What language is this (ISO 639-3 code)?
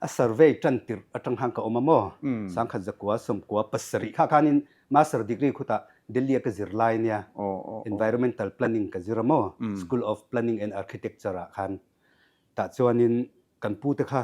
lus